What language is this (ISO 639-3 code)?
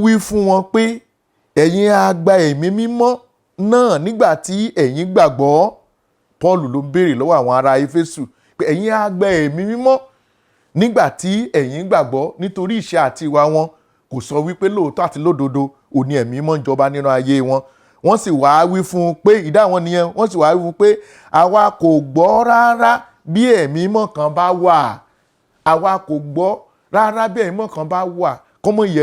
yor